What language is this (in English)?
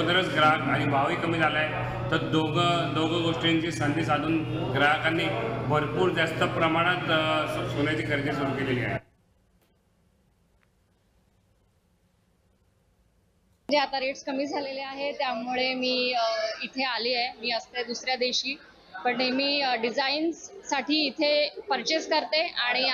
Marathi